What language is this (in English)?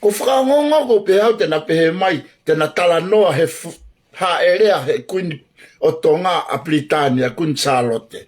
Tongan